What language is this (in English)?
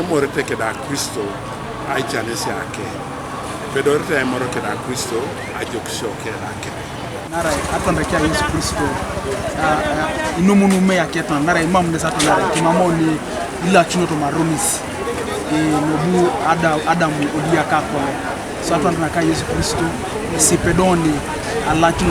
Teso